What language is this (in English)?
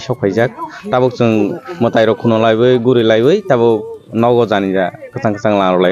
Kok Borok